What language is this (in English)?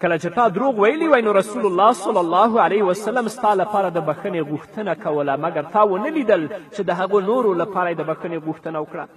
Pashto